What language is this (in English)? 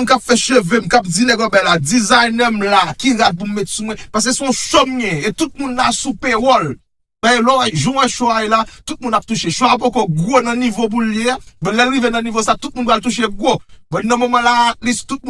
Haitian Creole